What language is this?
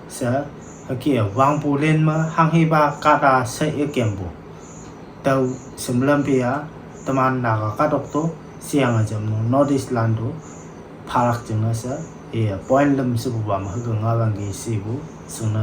Konyak Naga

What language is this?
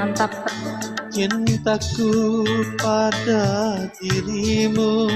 Banjar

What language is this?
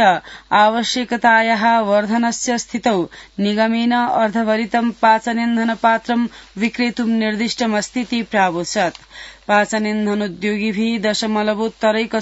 Sanskrit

